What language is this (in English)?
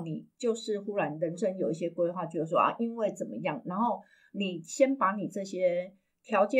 Chinese